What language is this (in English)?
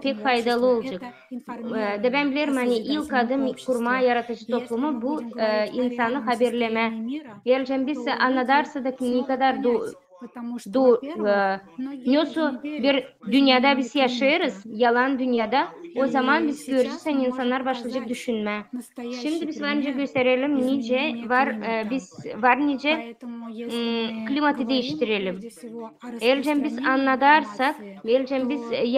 Gagauz